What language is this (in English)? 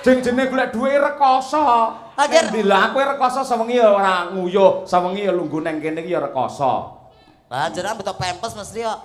Javanese